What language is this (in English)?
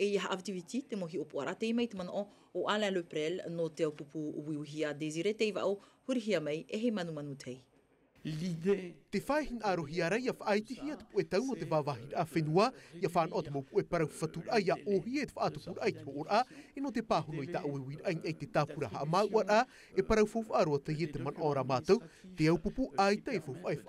Tahitian